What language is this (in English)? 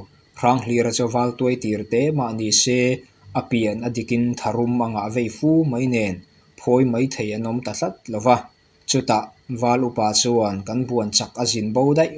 Mizo